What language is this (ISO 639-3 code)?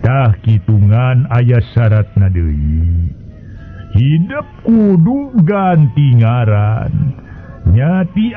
sun